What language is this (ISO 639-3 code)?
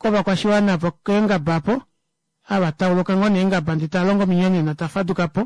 kua